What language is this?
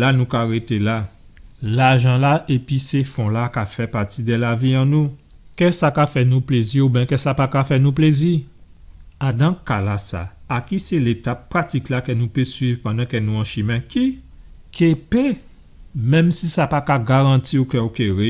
Guadeloupean Creole French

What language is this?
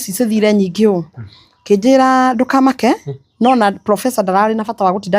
Kikuyu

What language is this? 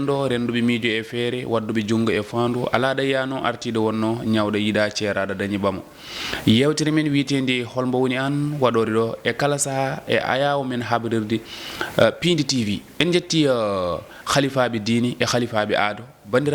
Fula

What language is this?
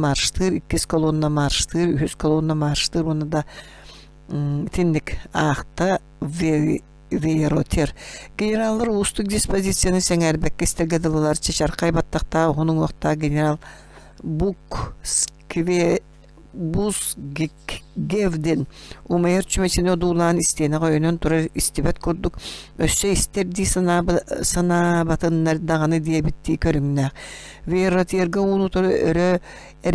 Yakut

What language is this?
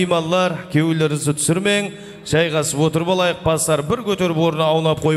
Kara-Kalpak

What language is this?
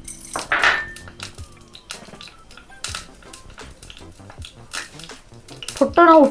Odia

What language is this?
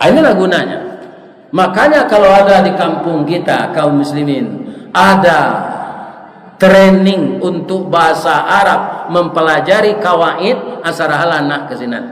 Minangkabau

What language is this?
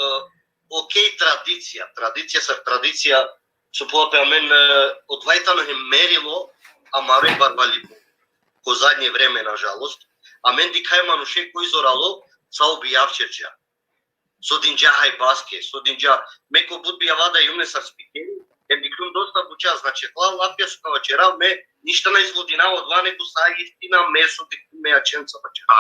Balkan Romani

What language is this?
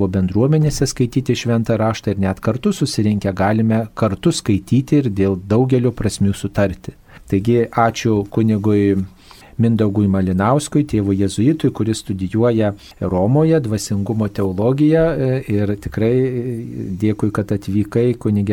Lithuanian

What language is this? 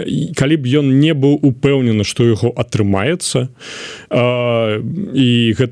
Belarusian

